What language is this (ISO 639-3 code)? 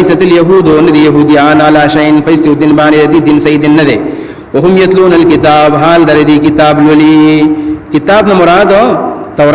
pus